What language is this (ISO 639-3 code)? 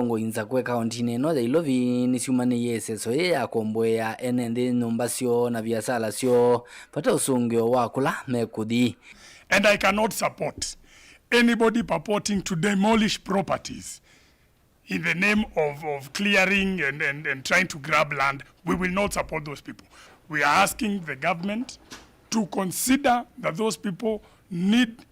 kam